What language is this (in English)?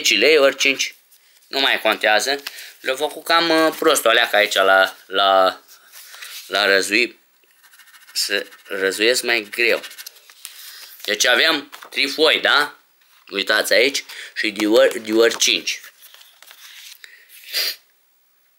Romanian